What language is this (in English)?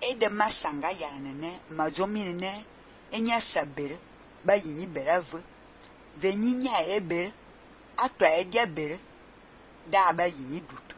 Fang